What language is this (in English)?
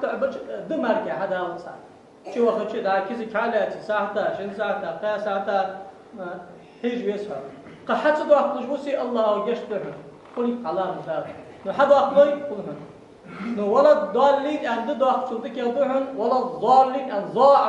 Ingush